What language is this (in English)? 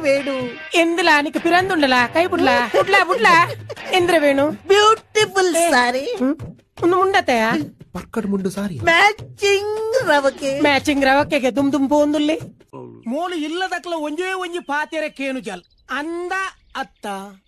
Tulu